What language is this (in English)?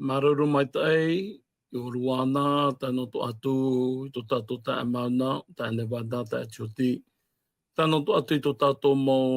Tahitian